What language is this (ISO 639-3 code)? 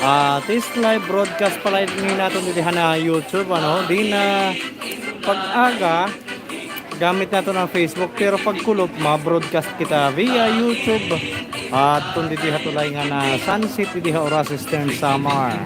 war